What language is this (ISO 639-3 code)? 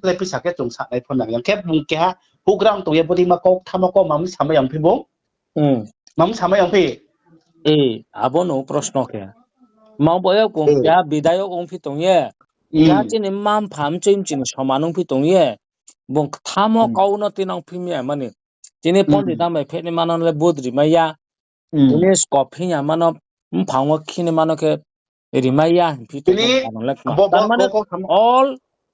ria